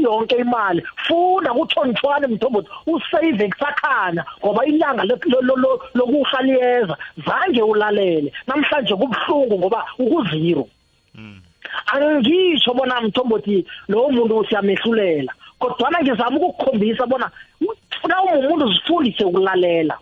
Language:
South Ndebele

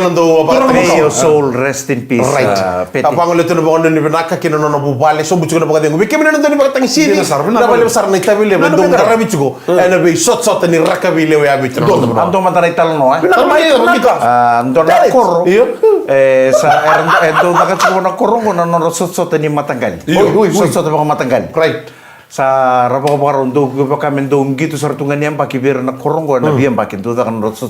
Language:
Fijian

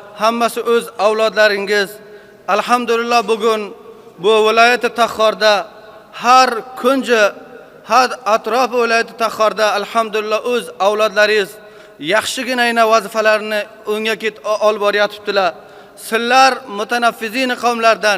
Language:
Uzbek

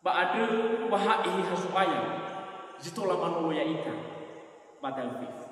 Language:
Nias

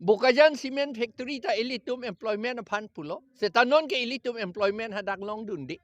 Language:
Karbi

